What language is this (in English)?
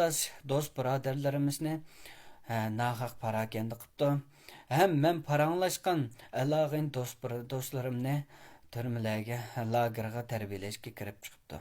Uyghur